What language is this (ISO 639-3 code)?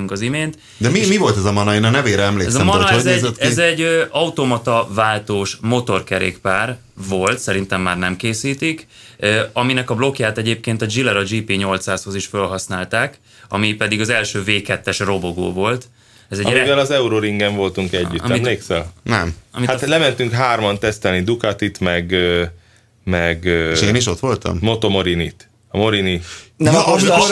hun